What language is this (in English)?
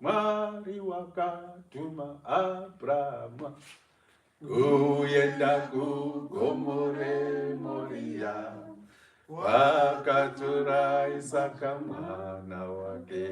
Shona